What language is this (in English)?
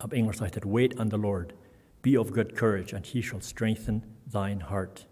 Plautdietsch